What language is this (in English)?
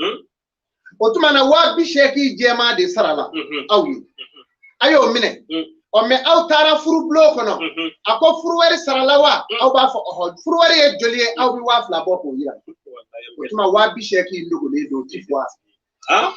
Bambara